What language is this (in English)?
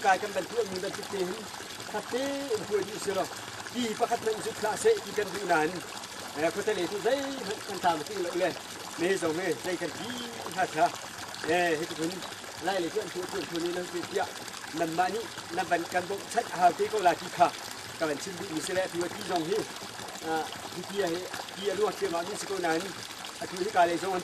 Hakha Chin